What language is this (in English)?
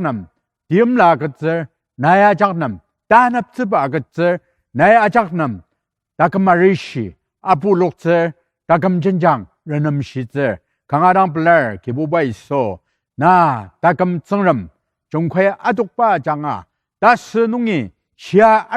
Ao Naga